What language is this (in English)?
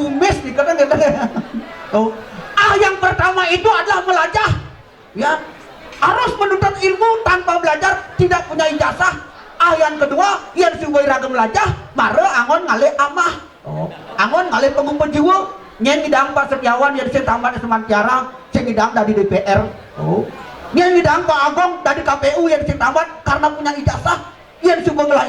Balinese